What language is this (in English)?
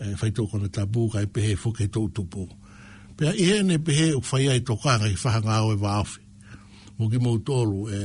Tongan